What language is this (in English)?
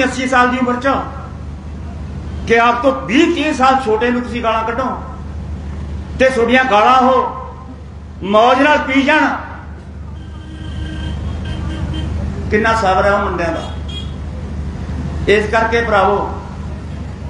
Punjabi